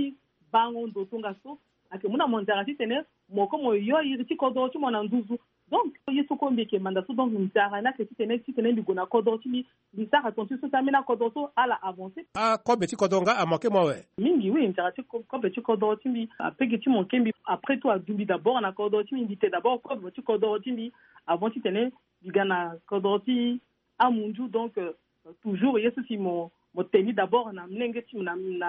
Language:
Sango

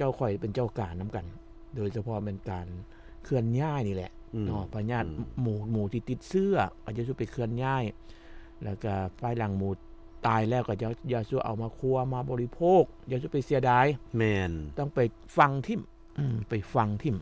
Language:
Lao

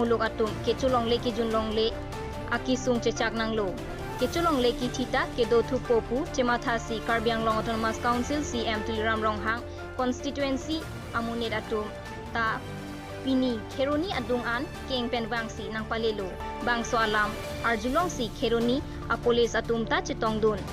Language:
Karbi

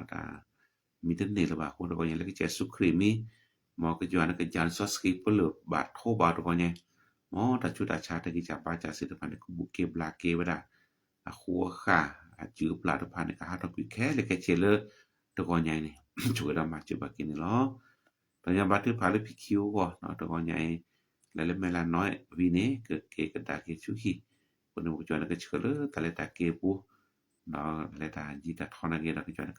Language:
S'gaw Karen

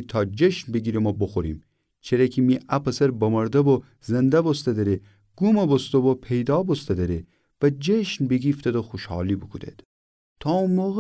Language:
Gilaki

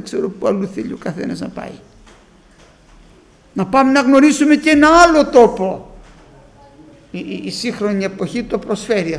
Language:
Greek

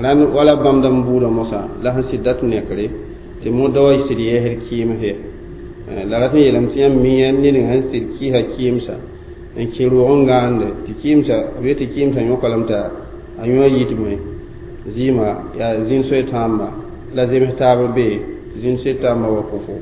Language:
Mossi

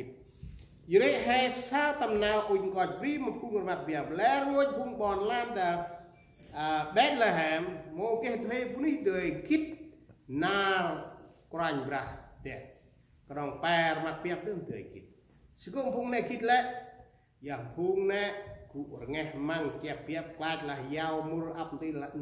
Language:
Central Mnong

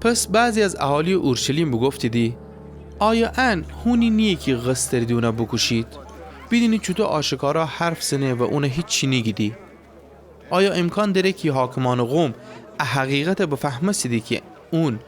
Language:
Gilaki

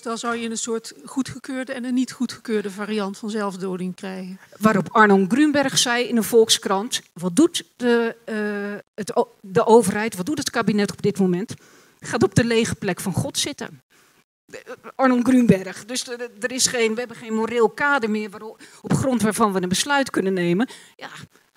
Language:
Dutch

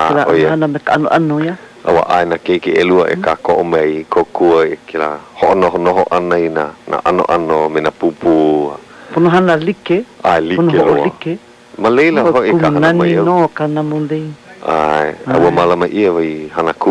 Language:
Hawaiian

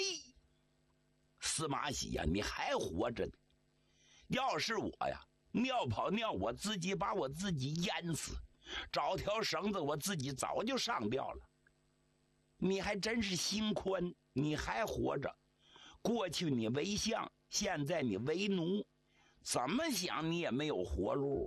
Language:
Chinese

